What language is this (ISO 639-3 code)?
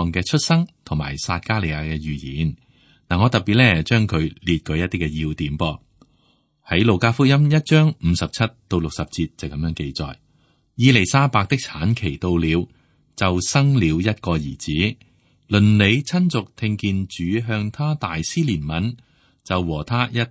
yue